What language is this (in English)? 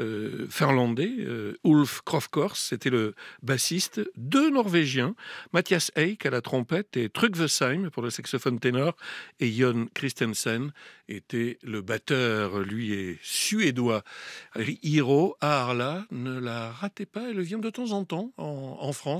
French